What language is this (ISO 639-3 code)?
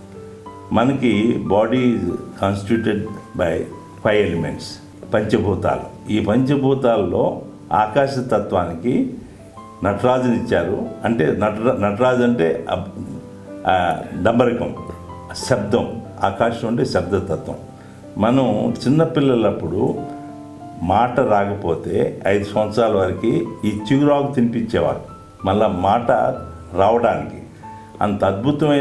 tel